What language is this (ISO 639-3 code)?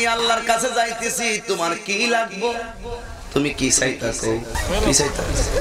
ben